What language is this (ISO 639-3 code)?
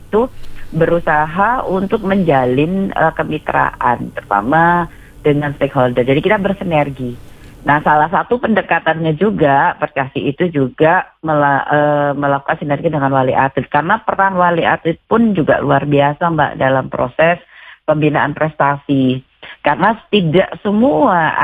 ind